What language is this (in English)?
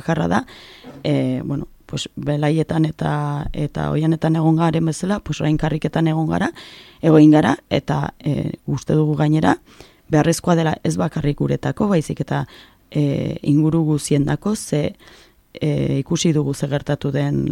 Basque